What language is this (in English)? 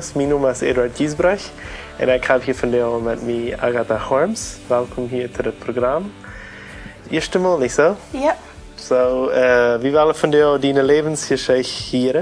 Plautdietsch